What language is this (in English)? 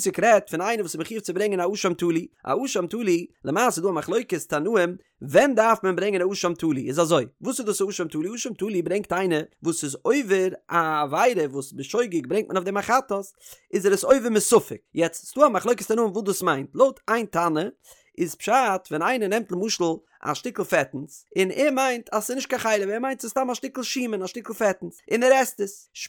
Yiddish